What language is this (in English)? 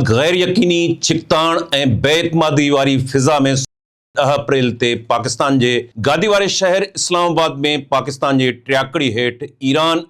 Sindhi